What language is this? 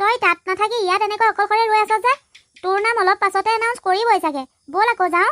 Assamese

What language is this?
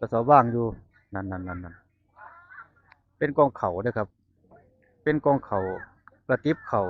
Northeastern Thai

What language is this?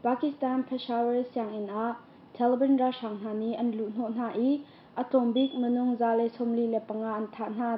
Hakha Chin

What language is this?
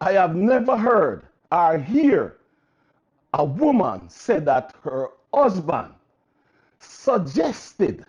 Jamaican Creole English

